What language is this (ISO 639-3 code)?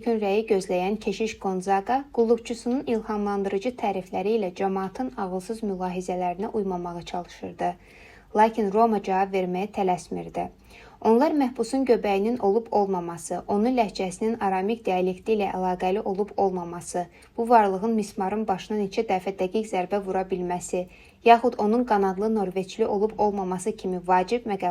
aze